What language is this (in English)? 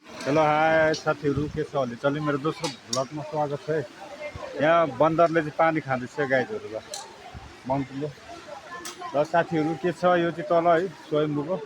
Nepali